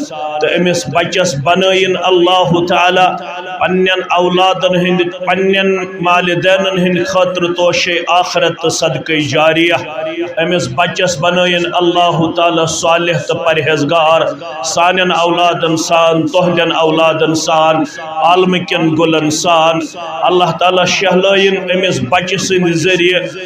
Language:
Kashmiri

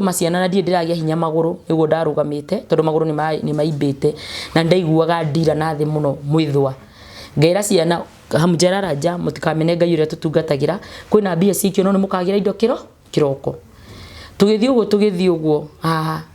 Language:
Kikuyu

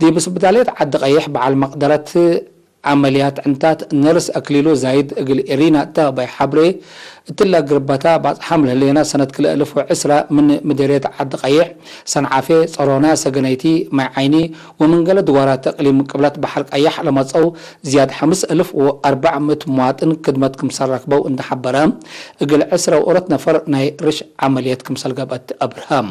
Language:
Tigre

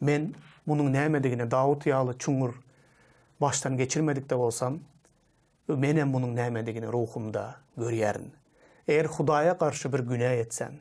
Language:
Turkmen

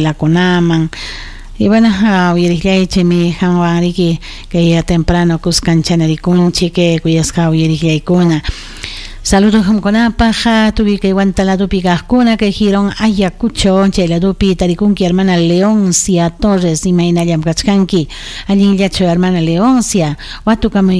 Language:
Ayacucho Quechua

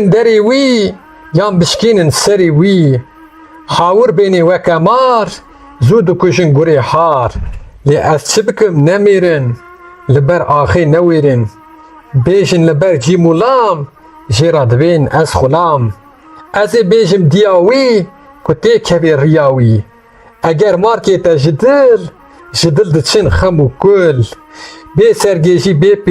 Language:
Kurdish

